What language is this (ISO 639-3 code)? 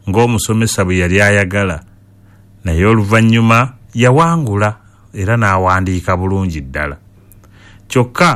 lug